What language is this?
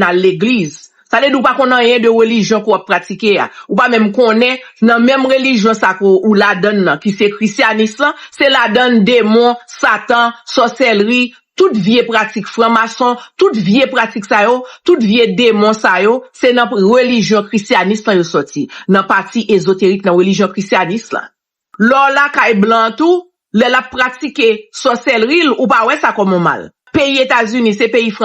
Haitian Creole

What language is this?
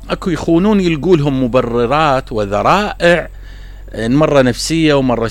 Mesopotamian Arabic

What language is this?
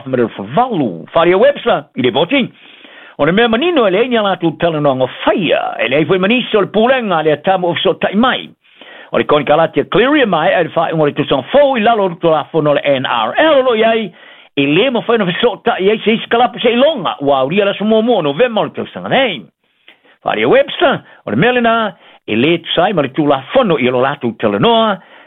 Samoan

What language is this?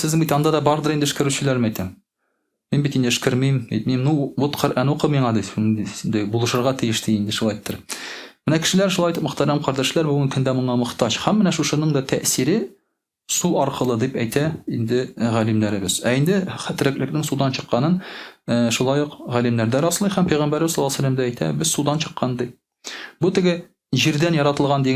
Tatar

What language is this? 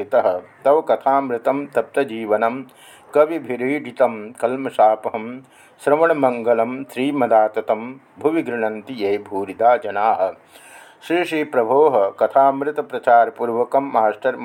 Sanskrit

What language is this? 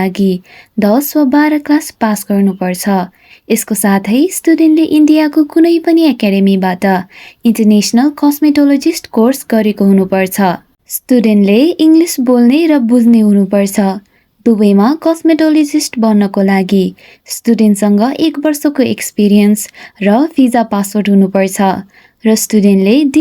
Nepali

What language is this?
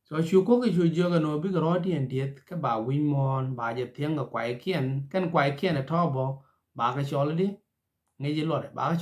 Nuer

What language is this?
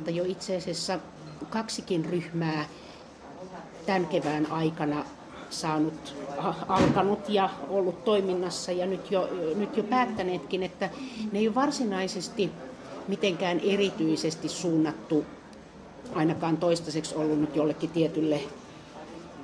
Finnish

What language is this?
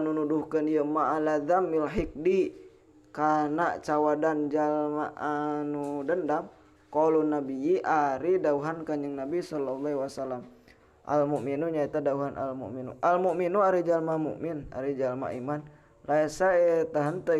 Sundanese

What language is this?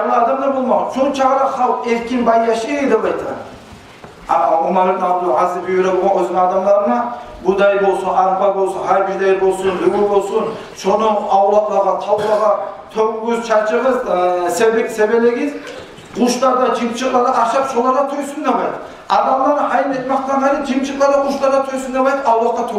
Kumyk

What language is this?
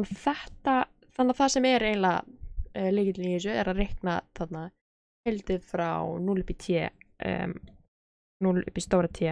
Icelandic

